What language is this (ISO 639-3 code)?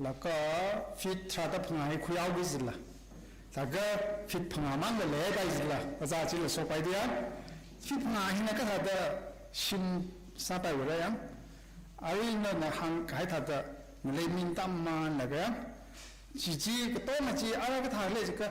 nmf